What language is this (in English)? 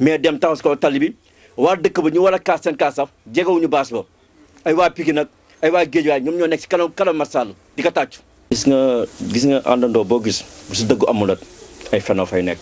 Wolof